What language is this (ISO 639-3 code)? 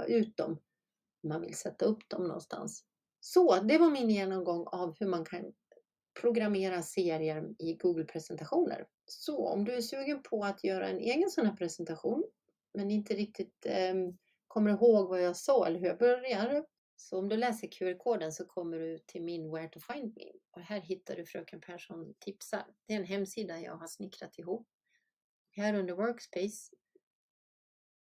swe